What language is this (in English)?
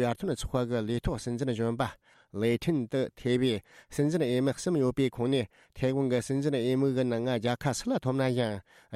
Tibetan